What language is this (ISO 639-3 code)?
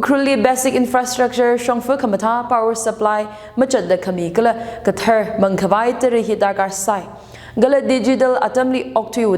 nmf